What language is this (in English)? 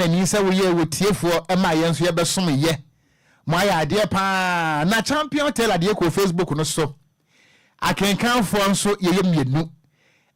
Akan